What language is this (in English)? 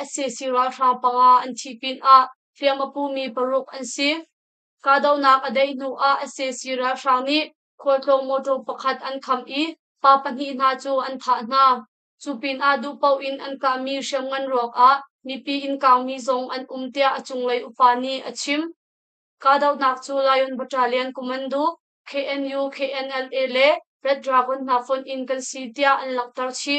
Hakha Chin